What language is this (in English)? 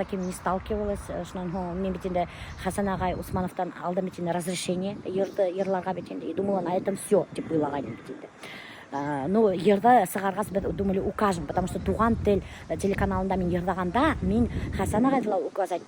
Bashkir